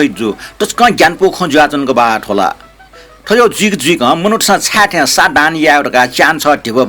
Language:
Newari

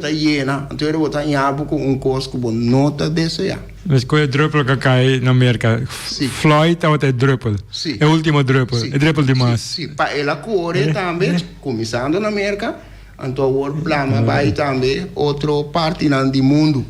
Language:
Papiamento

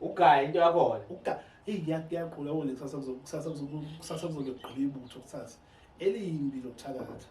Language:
Zulu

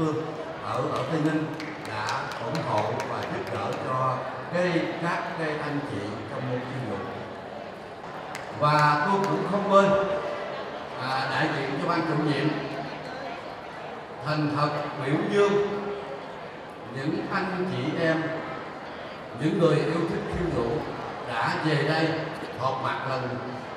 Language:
Vietnamese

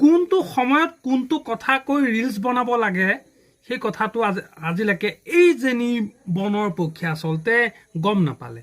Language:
Assamese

